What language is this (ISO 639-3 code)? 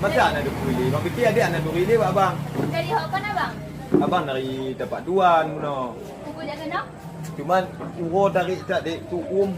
ace